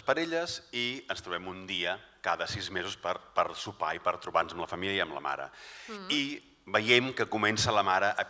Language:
Catalan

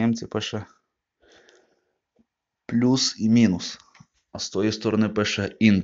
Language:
Ukrainian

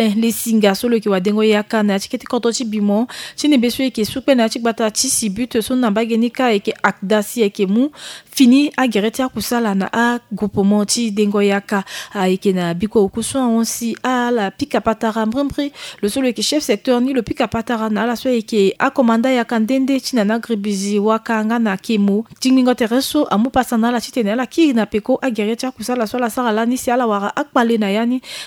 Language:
Sango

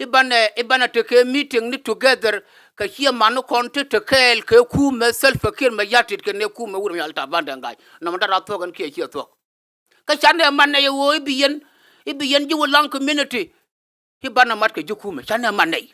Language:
Nuer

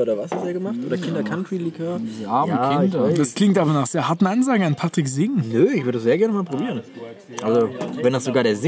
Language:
German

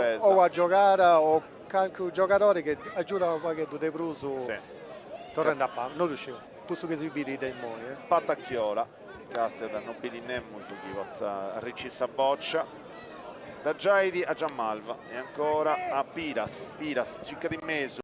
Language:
Sardinian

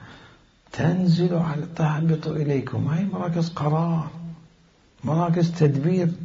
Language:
Mesopotamian Arabic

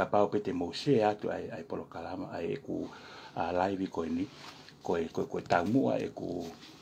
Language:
Tongan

